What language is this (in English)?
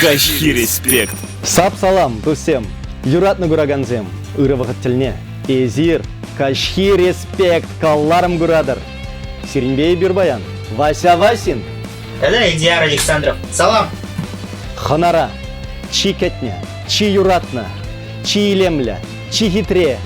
Chuvash